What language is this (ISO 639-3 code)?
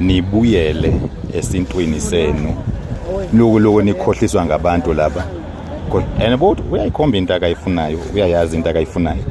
zul